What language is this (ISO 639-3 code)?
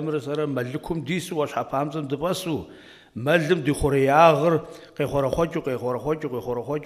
kbd